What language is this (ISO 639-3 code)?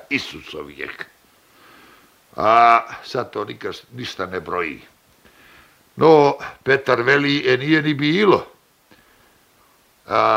bos